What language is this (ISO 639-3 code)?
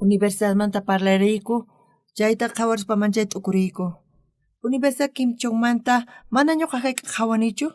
quh